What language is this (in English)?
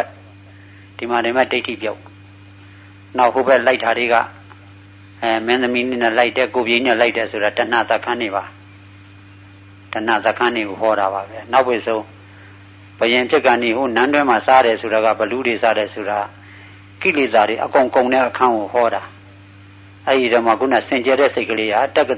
Burmese